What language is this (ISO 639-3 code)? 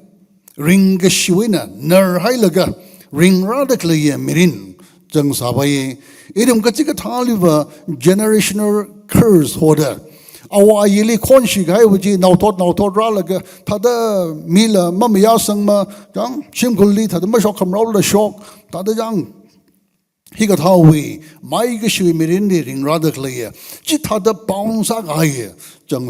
nmf